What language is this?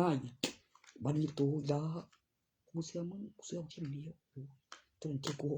Northeastern Thai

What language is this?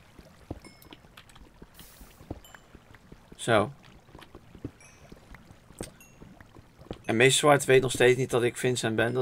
Dutch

